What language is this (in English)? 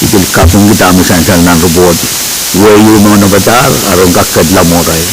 Pohnpeian